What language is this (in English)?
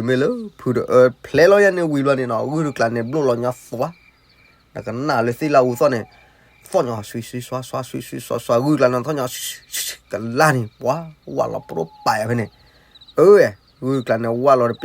S'gaw Karen